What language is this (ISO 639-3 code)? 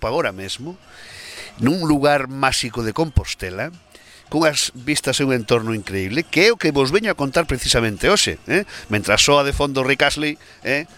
glg